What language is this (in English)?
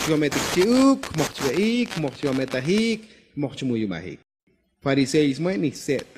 Tzotzil